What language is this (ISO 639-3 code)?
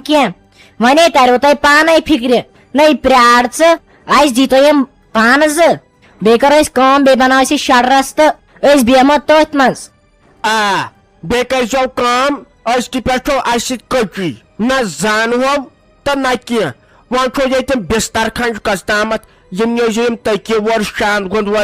kas